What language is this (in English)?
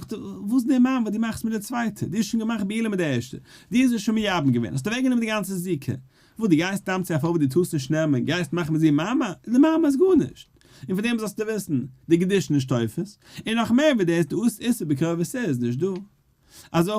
Yiddish